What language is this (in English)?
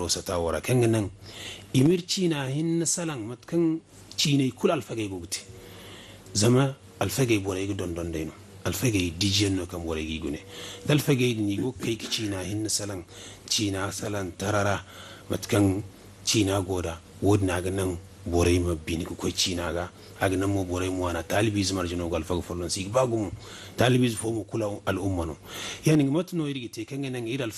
Zarma